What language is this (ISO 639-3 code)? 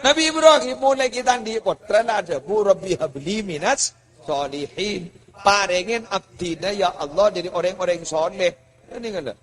mad